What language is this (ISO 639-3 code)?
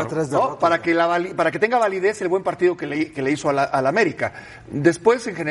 spa